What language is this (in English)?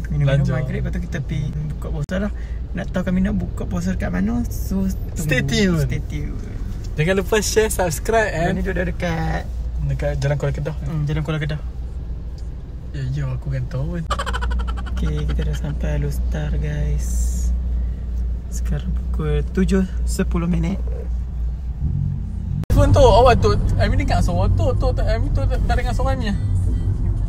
Malay